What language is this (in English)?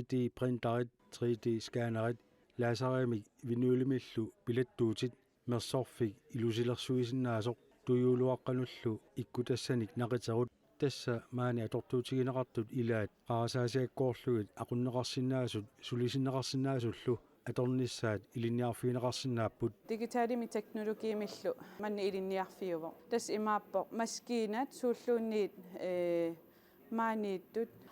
Kalaallisut